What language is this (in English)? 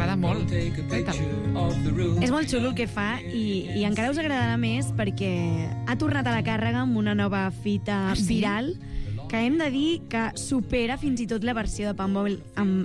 Catalan